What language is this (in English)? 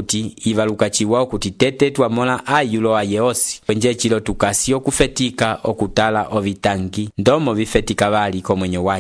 Umbundu